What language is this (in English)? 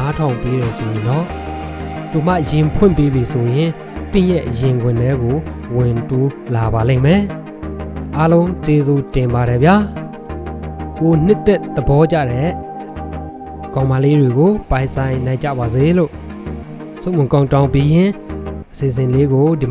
Burmese